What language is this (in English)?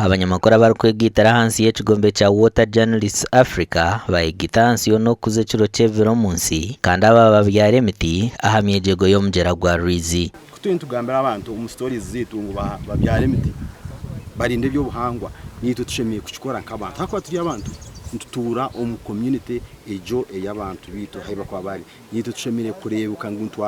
Nyankole